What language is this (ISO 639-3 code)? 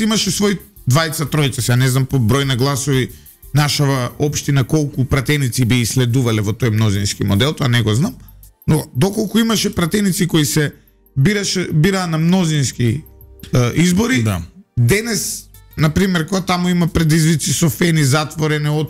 mkd